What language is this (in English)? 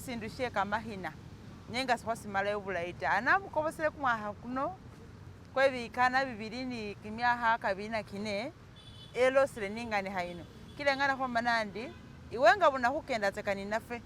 Masaaba